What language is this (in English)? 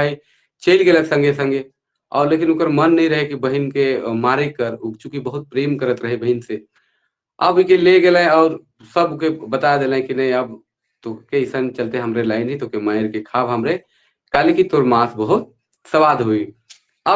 Sadri